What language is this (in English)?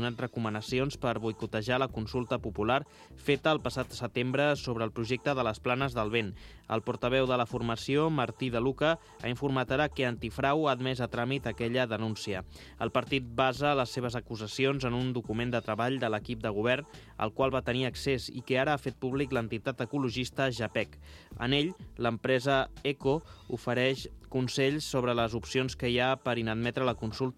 Catalan